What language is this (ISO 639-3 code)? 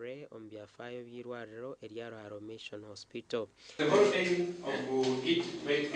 nyn